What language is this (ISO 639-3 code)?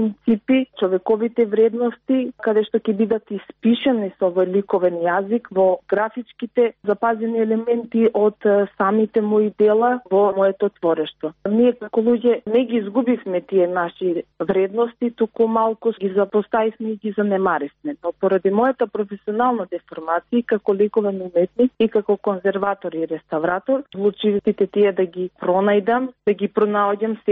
mkd